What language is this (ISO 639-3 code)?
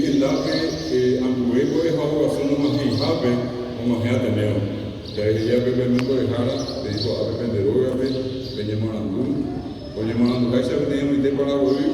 grn